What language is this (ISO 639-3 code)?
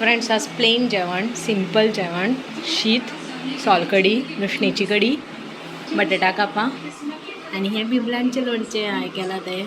kok